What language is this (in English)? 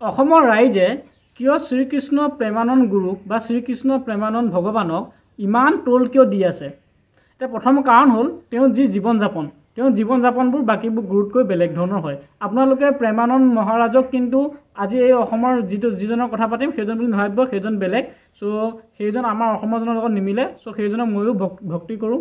Assamese